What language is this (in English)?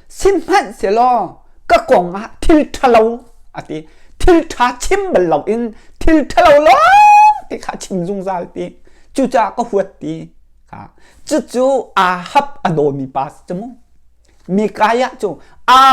Hakha Chin